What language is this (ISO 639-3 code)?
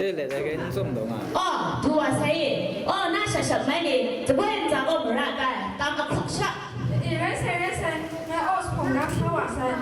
kac